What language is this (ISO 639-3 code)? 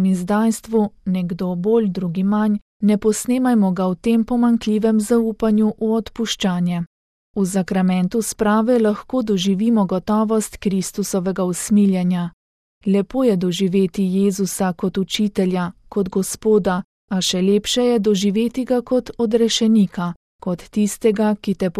slv